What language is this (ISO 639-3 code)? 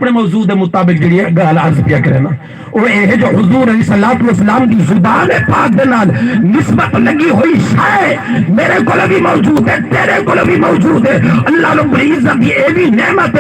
skr